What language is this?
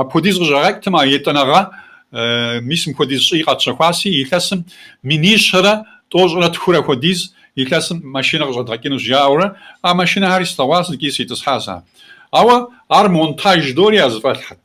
Kabardian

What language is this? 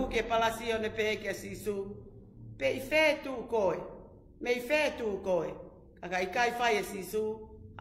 Tongan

